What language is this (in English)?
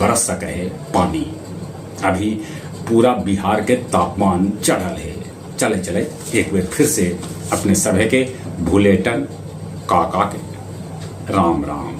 Magahi